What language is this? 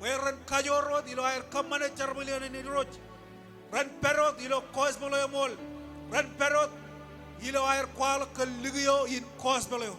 Marshallese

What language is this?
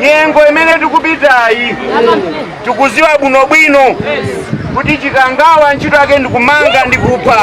Nyanja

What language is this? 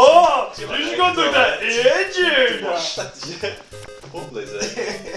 Faroese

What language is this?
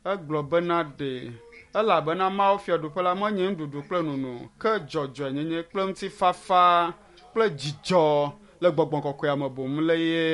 Ewe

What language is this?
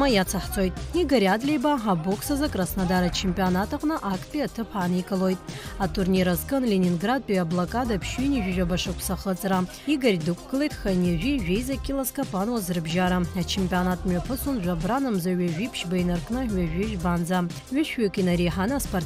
Abkhazian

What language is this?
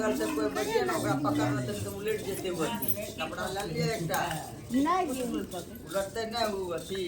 Maithili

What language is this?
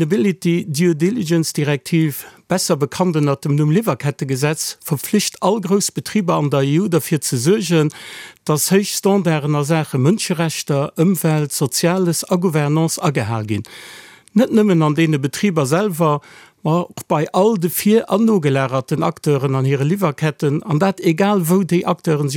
Luxembourgish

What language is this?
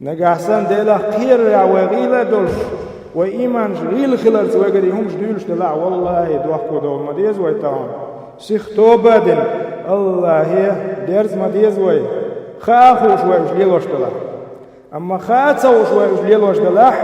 Chechen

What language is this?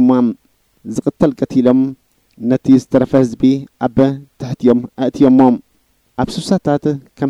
Tigrinya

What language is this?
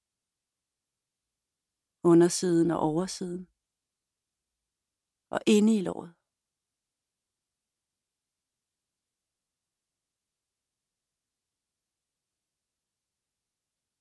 Danish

